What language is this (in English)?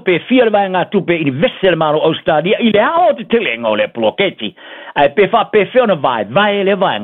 Samoan